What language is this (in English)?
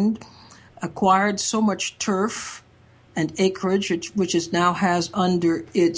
English